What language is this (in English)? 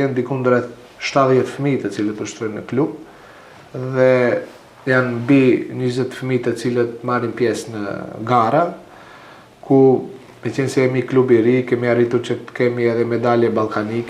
Albanian